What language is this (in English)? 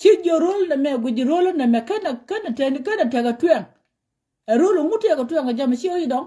Nuer